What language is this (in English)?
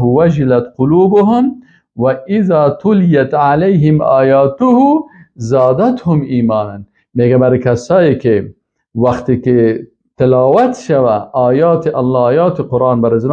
Persian